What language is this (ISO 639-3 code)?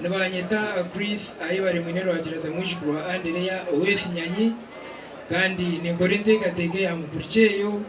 nyn